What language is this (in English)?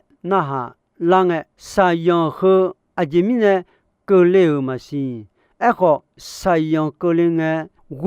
Akha